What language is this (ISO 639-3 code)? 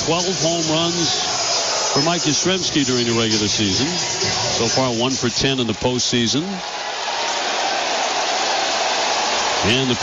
eng